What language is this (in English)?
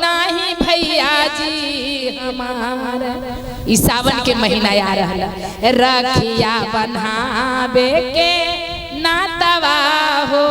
Magahi